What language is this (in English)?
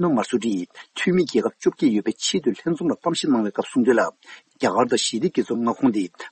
Tibetan